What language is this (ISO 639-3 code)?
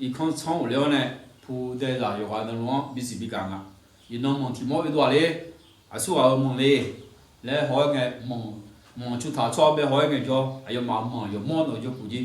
ahk